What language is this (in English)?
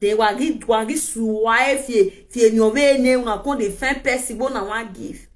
Nigerian Pidgin